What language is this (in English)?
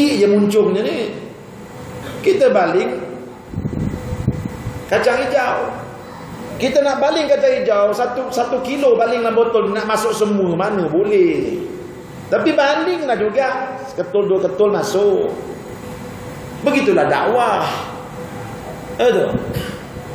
Malay